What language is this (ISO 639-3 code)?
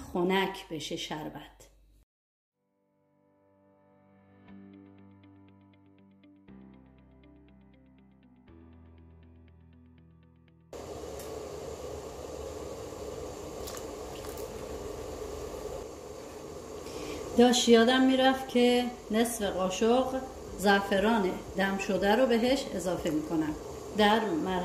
fas